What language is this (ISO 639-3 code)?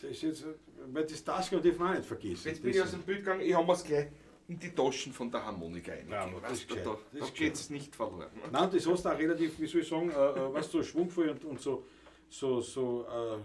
bar